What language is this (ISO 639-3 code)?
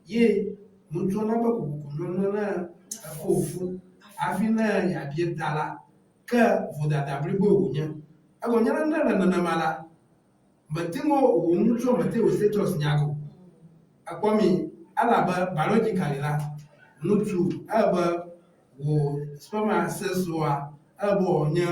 ewe